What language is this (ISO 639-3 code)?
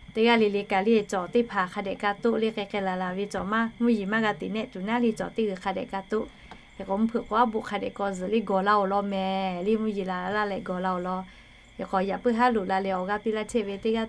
lhu